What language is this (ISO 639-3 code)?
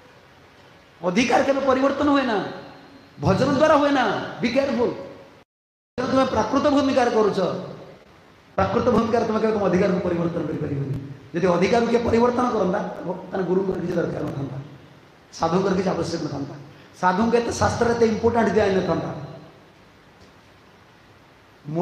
ori